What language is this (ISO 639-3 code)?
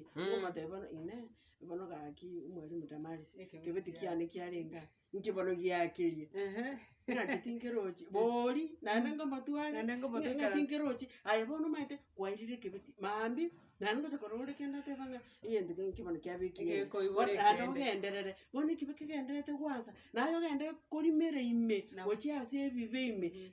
guz